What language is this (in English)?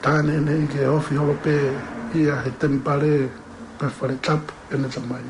Tongan